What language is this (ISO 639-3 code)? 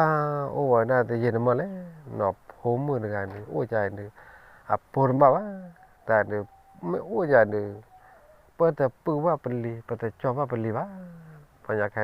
ksw